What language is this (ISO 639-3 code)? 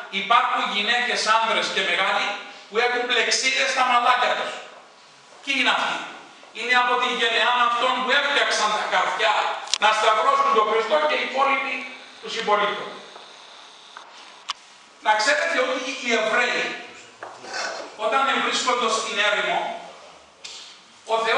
ell